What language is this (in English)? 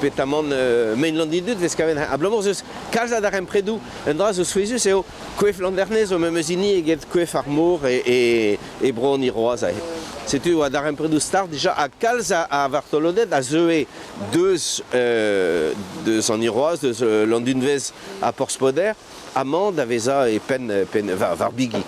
Breton